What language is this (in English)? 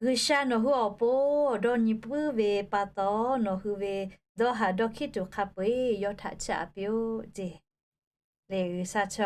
Lahu